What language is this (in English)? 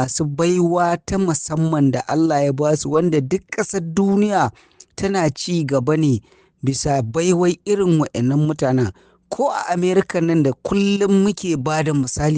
Hausa